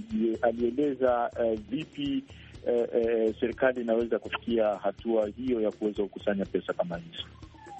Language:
Swahili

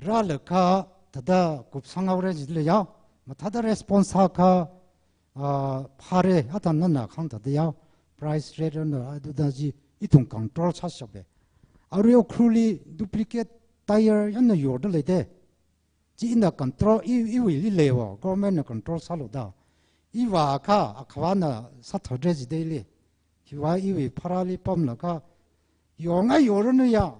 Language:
Tangkhul Naga (India)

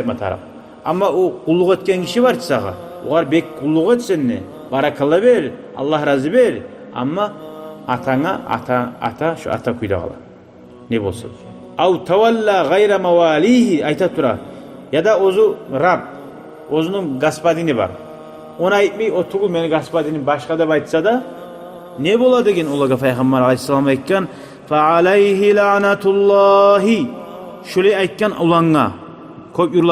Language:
Kumyk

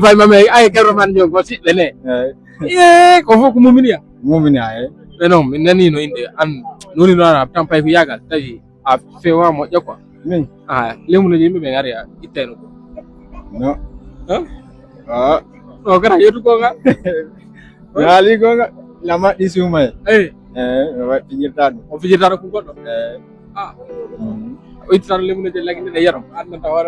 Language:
Fula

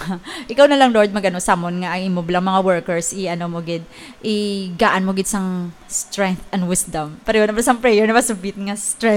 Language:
Hiligaynon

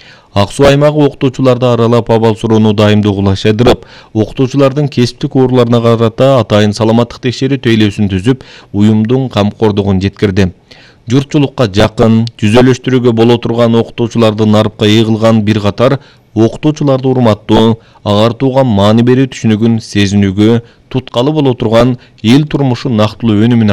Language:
Kyrgyz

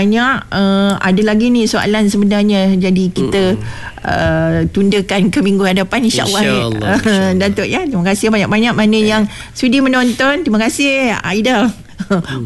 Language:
Malay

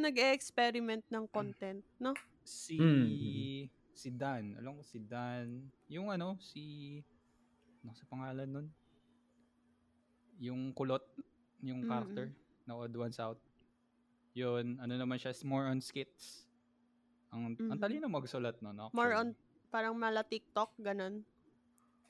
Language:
Filipino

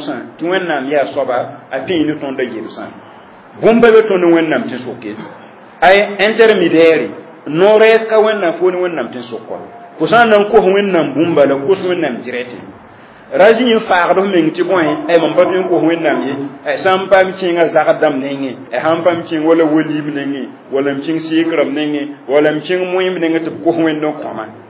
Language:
Mossi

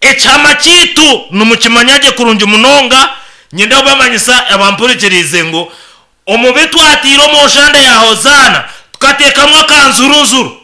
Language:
Nyankole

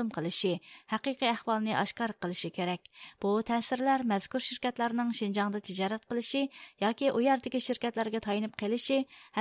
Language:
Uyghur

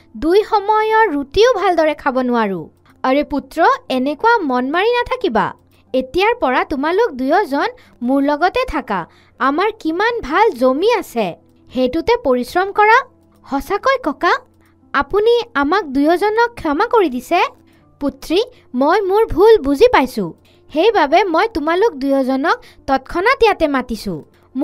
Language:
Assamese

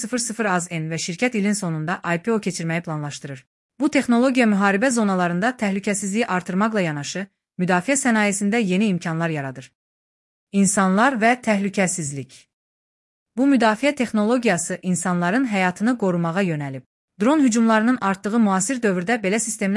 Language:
Azerbaijani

